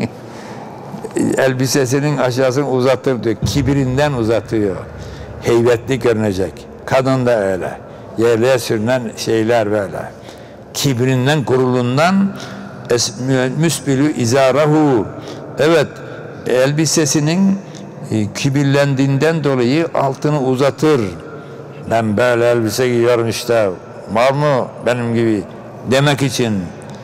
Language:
Turkish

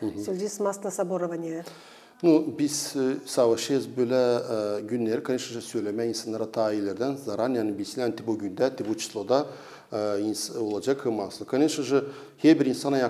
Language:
Gagauz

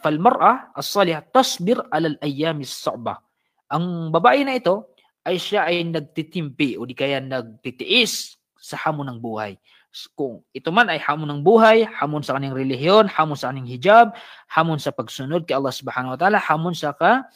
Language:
Maranao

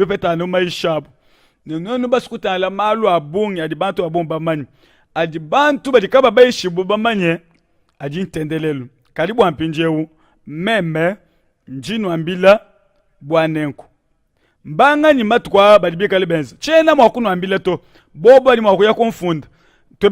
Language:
Luba-Lulua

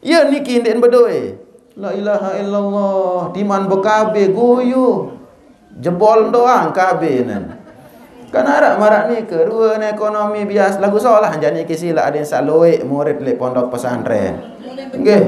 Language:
Sasak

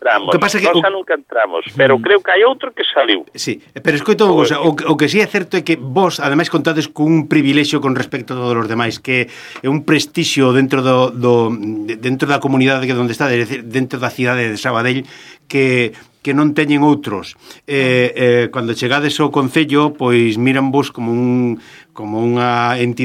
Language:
Galician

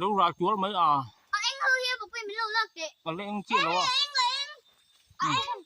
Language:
Mizo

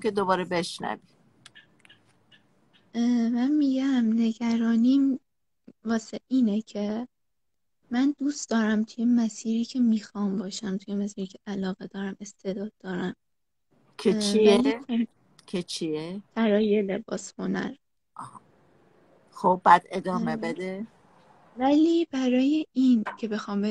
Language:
Persian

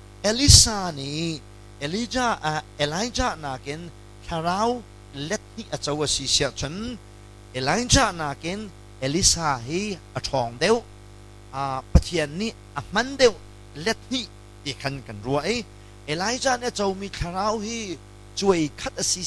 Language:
Hakha Chin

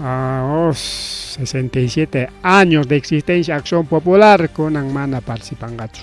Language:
Ayacucho Quechua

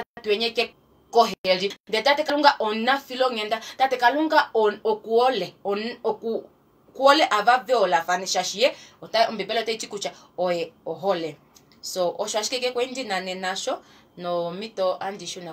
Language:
Kuanyama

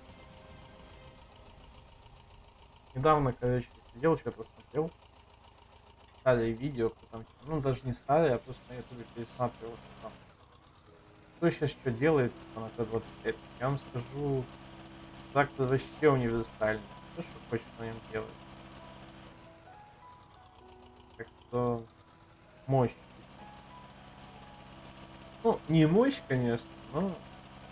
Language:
Russian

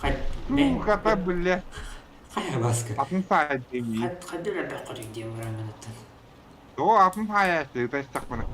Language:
Yakut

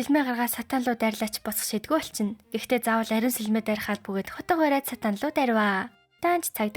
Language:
Mongolian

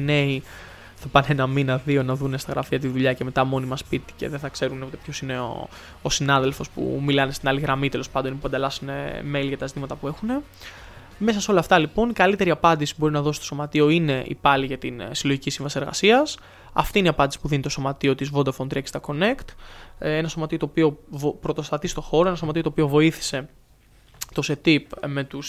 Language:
Greek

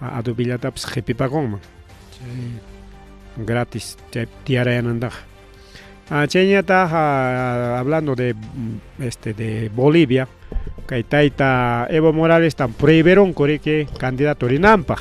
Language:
Ayacucho Quechua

